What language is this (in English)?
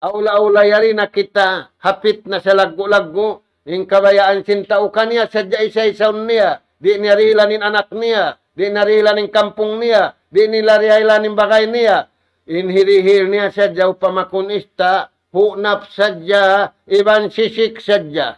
Tausug